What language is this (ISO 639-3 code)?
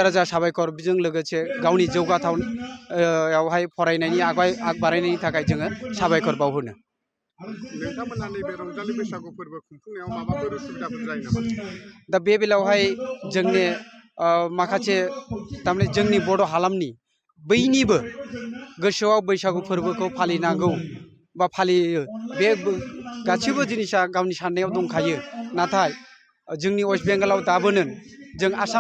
brx